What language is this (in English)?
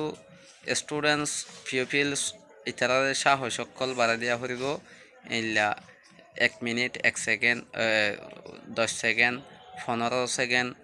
Rohingya